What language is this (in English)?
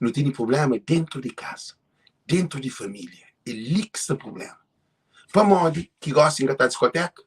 Kabuverdianu